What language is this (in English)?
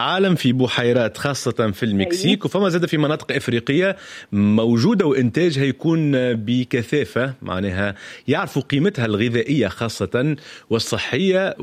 Tunisian Arabic